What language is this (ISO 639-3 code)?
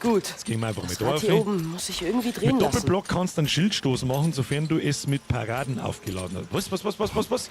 bar